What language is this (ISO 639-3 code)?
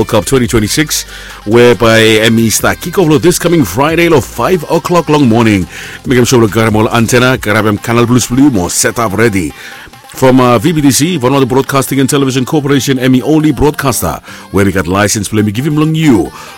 bis